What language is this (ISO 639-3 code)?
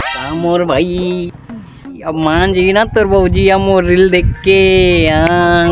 hne